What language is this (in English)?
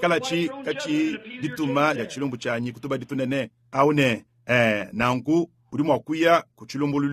Luba-Lulua